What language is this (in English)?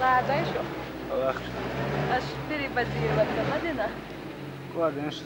Chechen